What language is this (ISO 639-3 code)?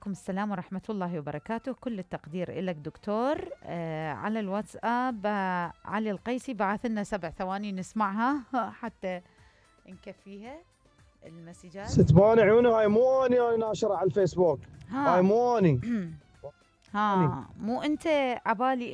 acm